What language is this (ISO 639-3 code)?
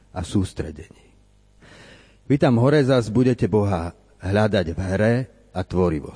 slk